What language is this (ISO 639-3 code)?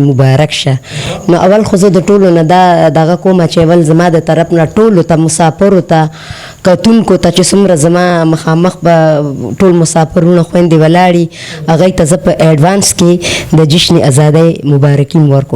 pus